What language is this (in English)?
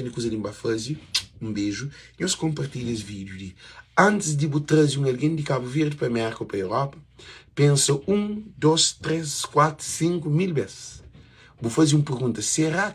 Kabuverdianu